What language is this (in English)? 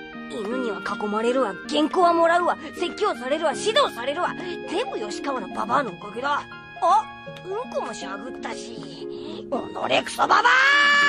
Japanese